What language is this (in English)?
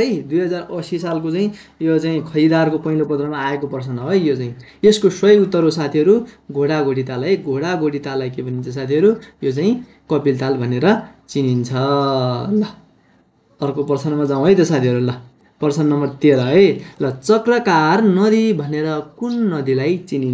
Nepali